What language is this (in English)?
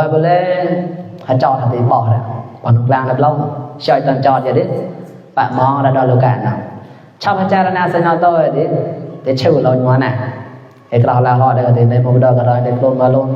Mon